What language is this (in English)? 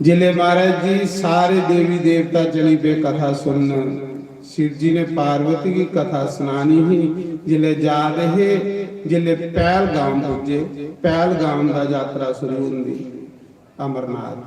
Dogri